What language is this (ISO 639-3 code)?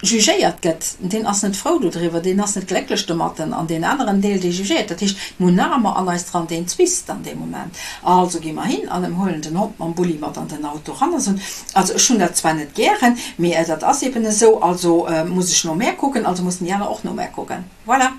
ltz